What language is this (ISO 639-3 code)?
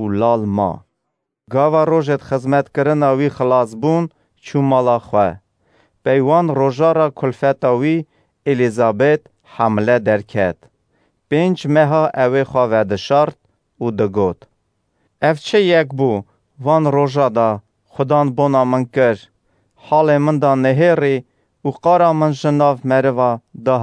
kur